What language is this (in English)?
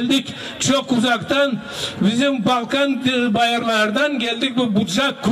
Gagauz